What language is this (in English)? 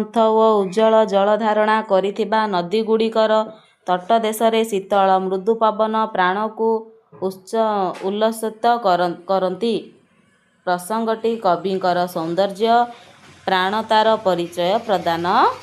Odia